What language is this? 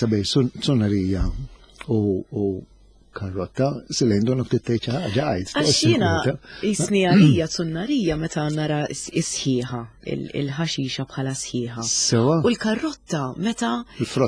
Maltese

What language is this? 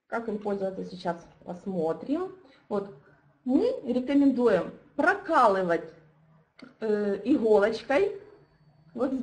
Russian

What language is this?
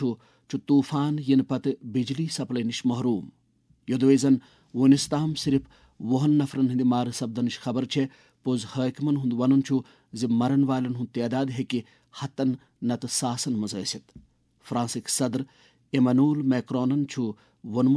Kashmiri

